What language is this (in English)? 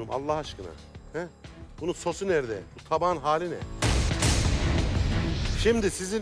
Turkish